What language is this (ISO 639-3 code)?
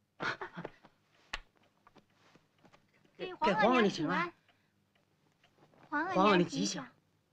zho